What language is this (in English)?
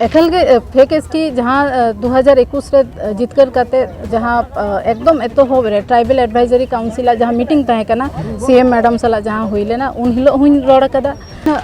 Santali